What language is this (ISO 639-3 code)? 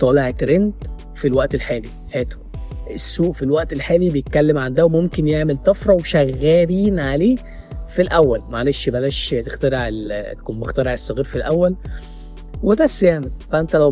arz